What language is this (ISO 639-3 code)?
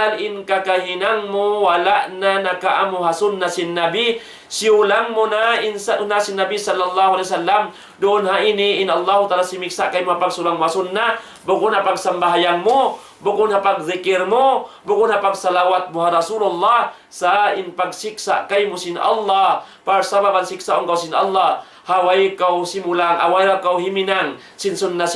tsg